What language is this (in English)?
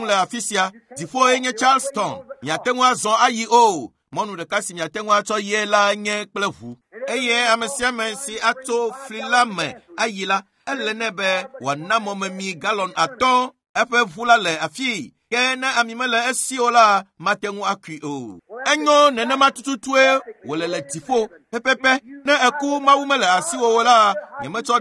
Ewe